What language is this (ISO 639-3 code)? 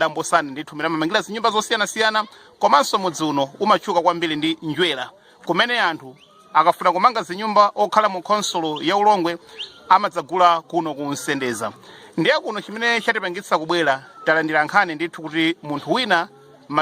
nya